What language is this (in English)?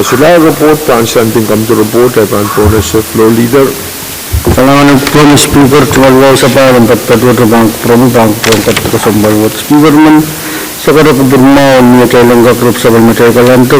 Pohnpeian